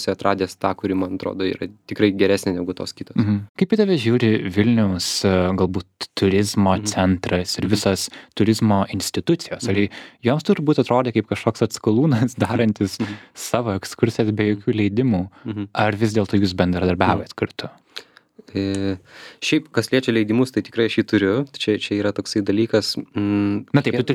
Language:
Lithuanian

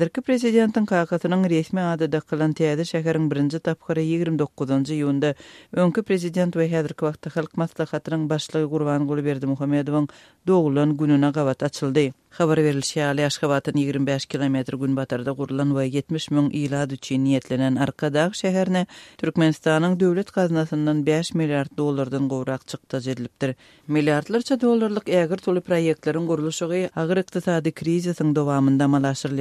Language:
Turkmen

